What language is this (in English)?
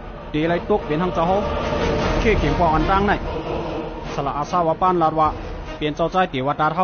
Shan